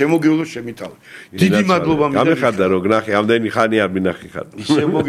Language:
Georgian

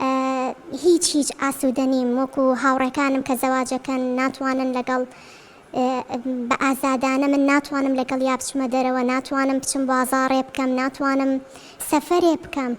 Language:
Central Kurdish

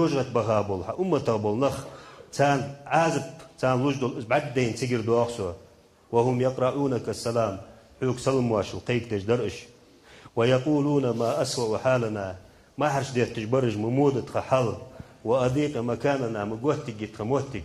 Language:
Ingush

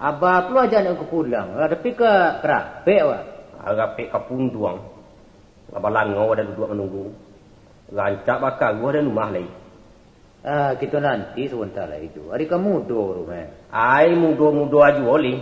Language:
Minangkabau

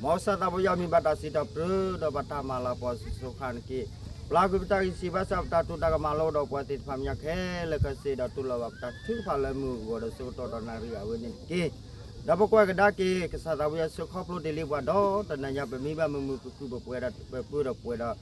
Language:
S'gaw Karen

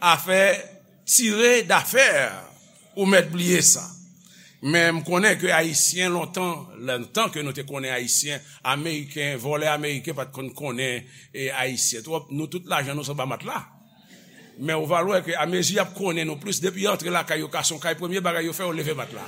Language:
Haitian Creole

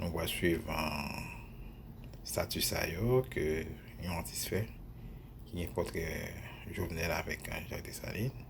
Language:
Haitian Creole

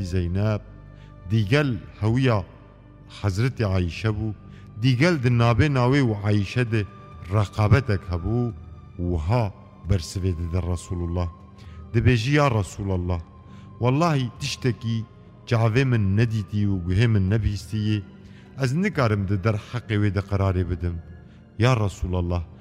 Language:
Kurdish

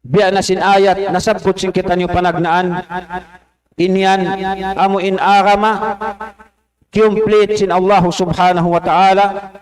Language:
Tausug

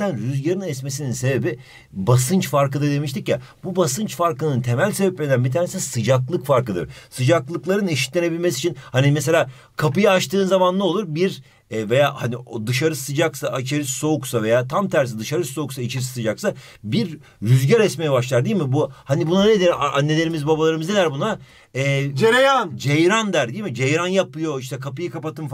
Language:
Turkish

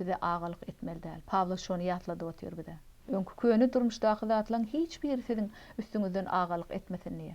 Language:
Turkmen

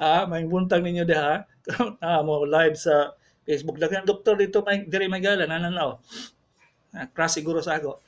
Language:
Cebuano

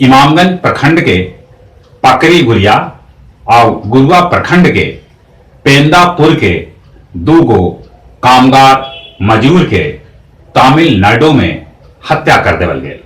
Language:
Magahi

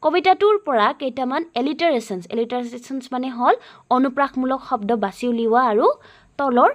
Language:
Assamese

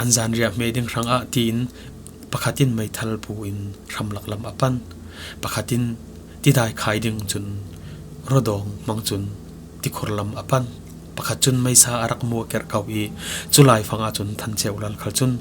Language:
Falam Chin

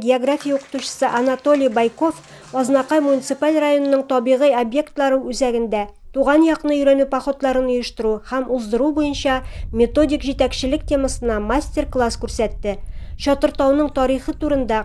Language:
Tatar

